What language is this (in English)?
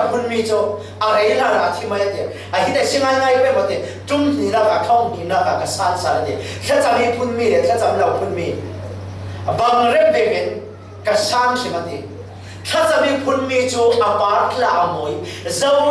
Falam Chin